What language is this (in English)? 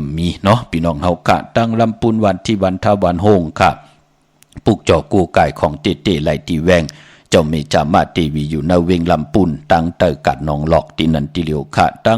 Shan